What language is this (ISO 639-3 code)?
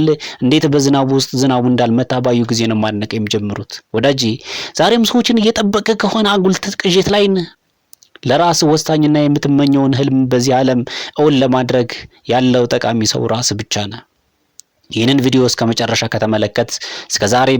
amh